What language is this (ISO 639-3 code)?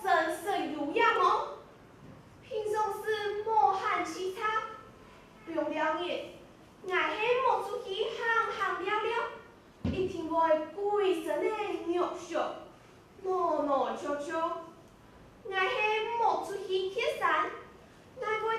hak